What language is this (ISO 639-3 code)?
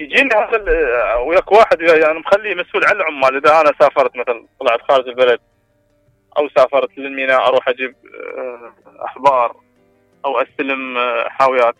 acm